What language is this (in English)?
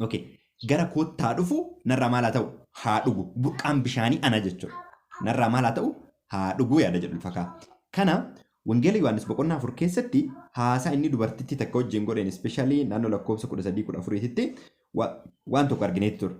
Oromo